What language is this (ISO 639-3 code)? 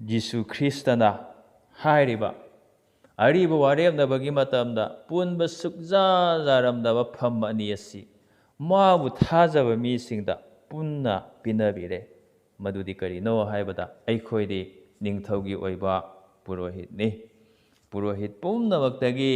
mni